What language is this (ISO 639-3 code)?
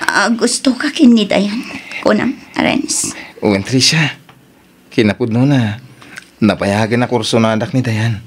ilo